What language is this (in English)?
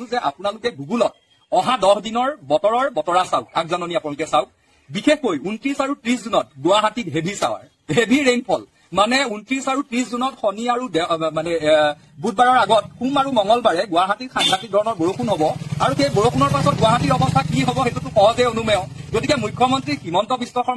Assamese